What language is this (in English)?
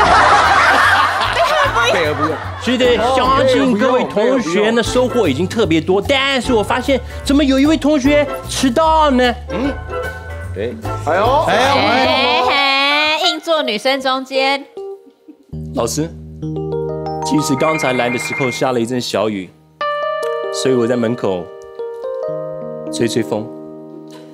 Chinese